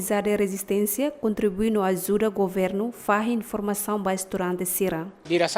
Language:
Tetum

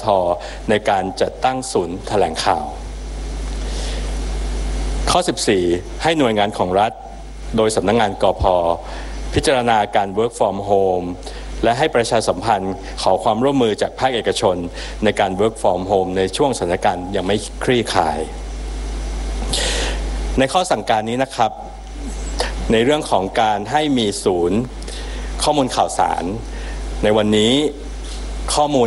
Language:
Thai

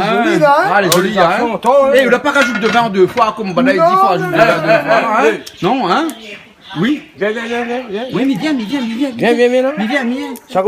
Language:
Réunion Creole French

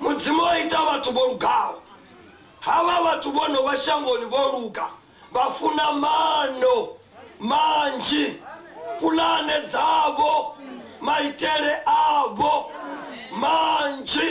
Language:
Venda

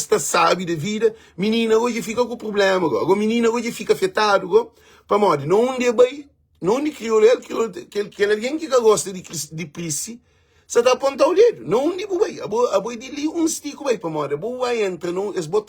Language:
Kabuverdianu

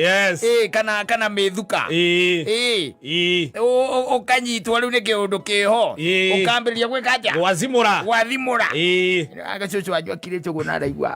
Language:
Kikuyu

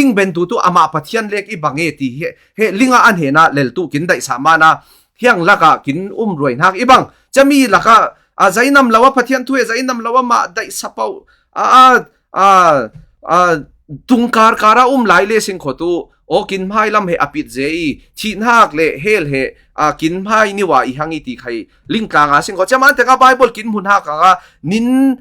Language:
Falam Chin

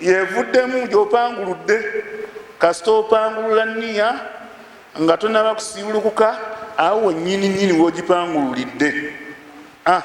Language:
Ganda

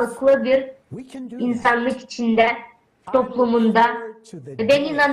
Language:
Gagauz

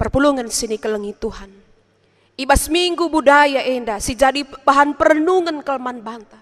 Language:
Batak Karo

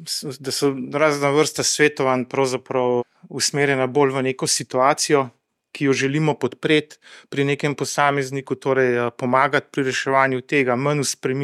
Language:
Slovenian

